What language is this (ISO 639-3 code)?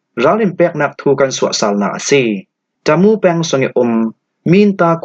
cfm